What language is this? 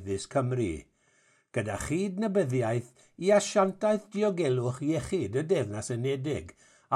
Welsh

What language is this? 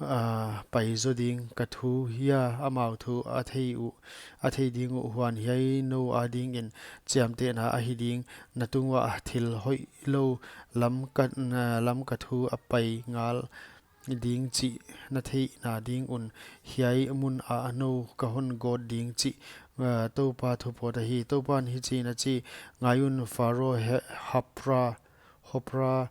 Paite Chin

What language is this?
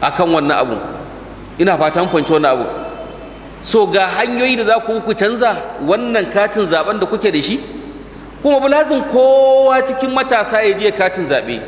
Hausa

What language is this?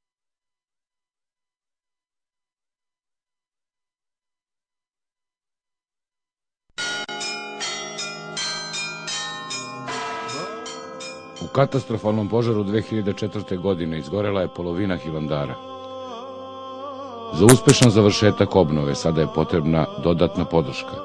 Serbian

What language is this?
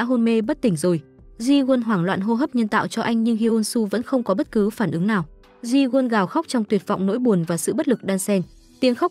Vietnamese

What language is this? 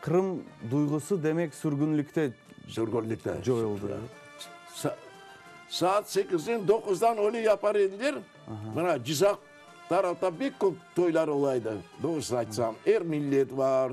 Crimean Tatar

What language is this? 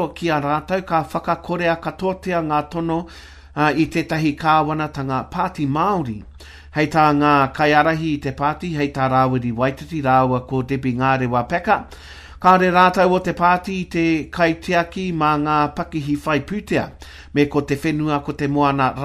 Māori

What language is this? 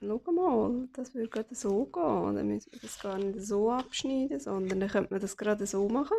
Swiss German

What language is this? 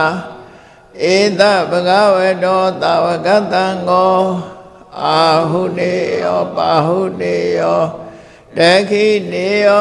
Burmese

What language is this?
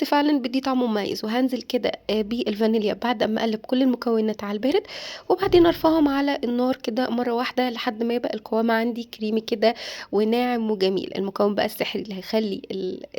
Egyptian Arabic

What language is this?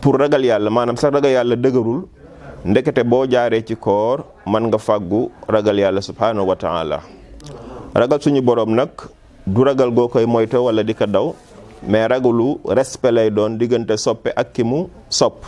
Wolof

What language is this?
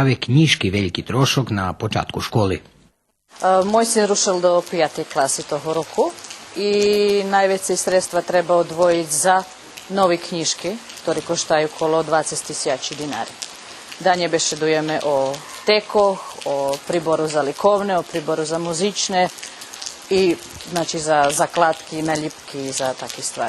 Rusyn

